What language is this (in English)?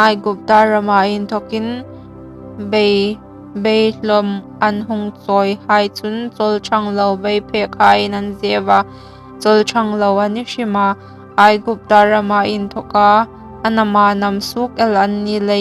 Hmar